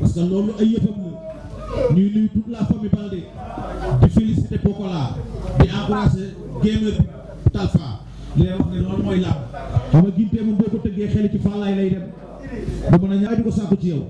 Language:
Wolof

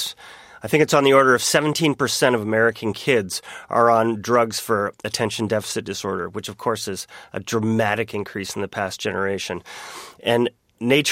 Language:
English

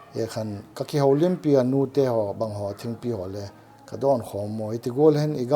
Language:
Paite Chin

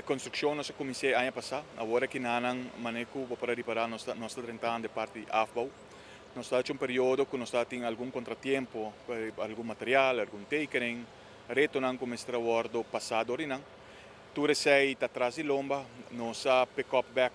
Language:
Papiamento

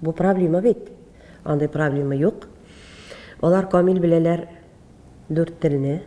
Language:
Tatar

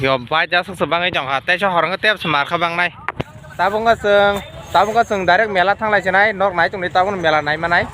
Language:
Kok Borok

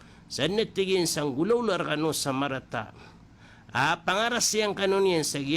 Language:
Maranao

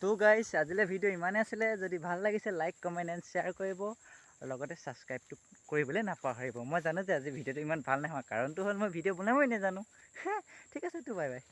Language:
Assamese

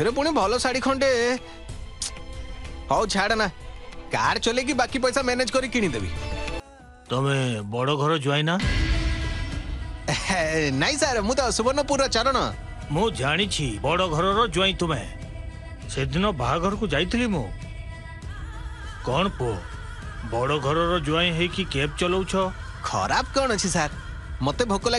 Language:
Odia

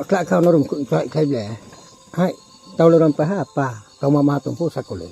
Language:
Riang (India)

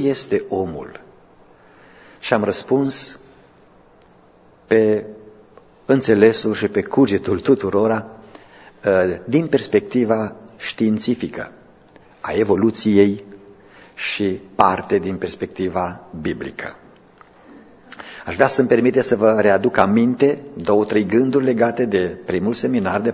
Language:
Romanian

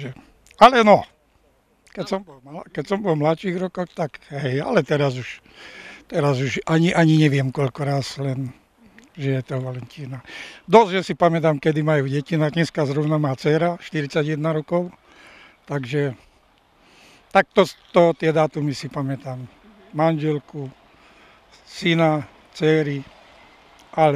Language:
Slovak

